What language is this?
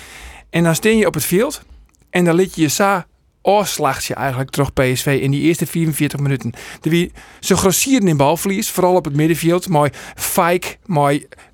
Western Frisian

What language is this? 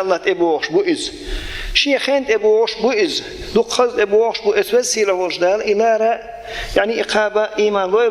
Chechen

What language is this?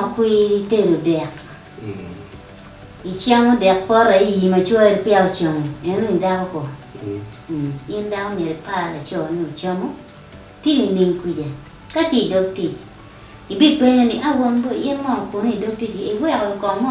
Acoli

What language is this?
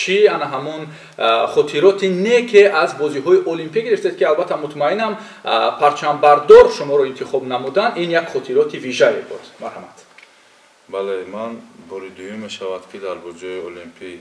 Tajik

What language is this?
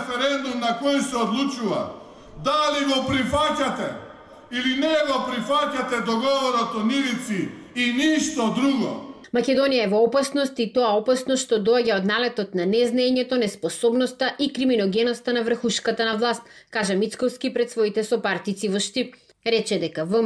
Macedonian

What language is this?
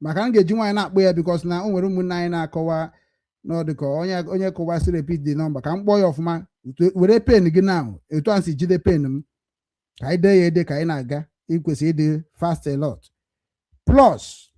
Igbo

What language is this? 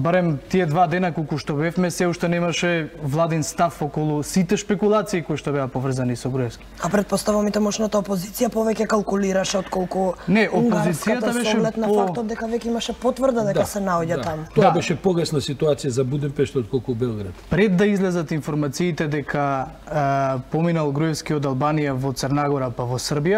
Macedonian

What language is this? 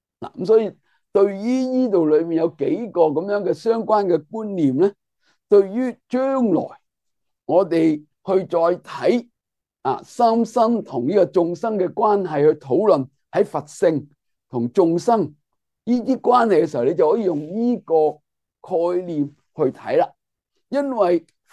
Cantonese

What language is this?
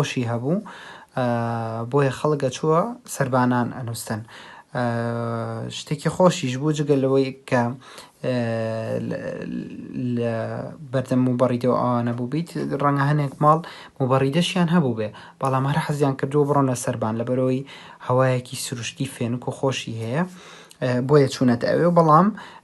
Central Kurdish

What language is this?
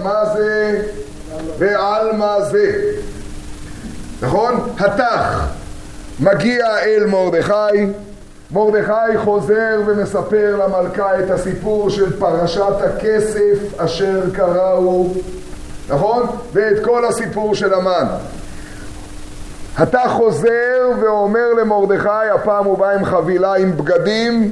Hebrew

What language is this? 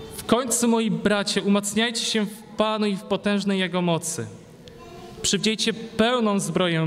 Polish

